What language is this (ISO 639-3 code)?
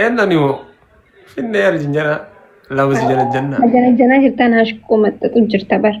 orm